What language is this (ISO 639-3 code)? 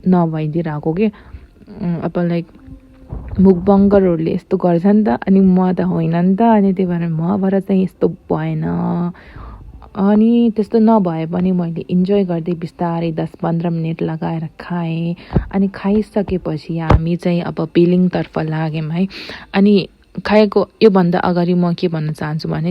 nep